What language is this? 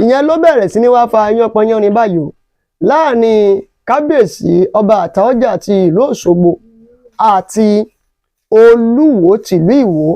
Yoruba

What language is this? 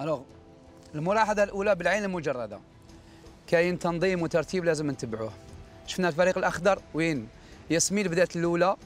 Algerian Arabic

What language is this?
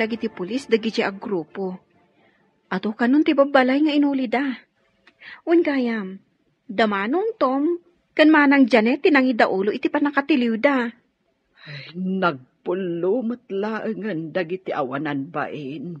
Iloko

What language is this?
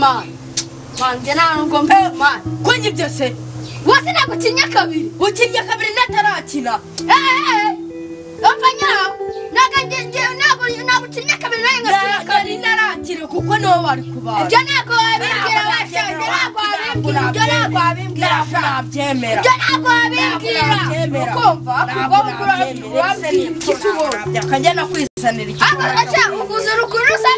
Kinyarwanda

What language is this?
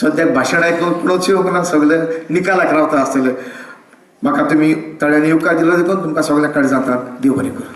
Konkani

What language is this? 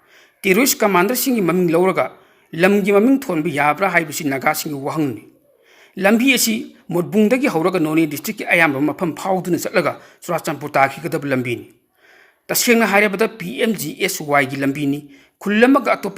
Manipuri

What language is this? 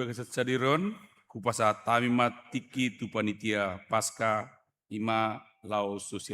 Batak Toba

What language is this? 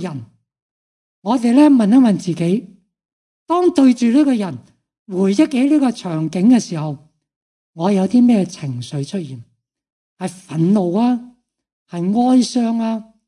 Cantonese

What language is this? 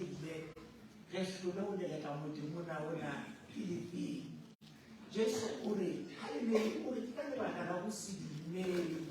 Southern Sotho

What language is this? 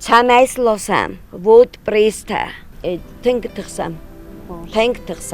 Ossetic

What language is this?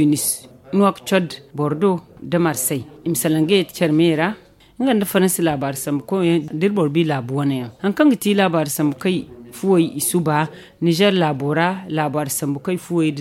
Zarma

